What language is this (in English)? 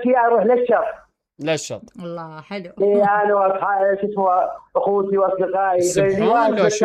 Mesopotamian Arabic